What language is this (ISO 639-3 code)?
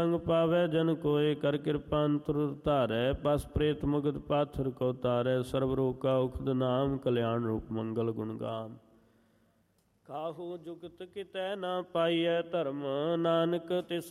pan